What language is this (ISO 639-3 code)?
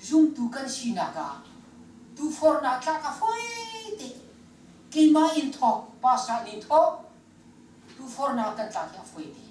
cnh